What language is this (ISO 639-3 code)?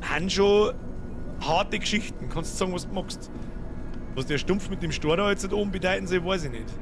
bar